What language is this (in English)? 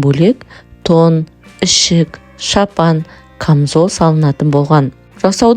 Kazakh